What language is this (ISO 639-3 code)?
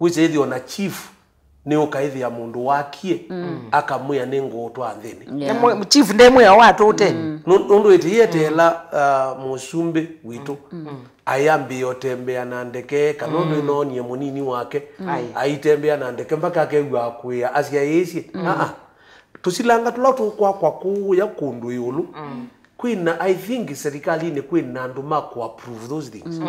kam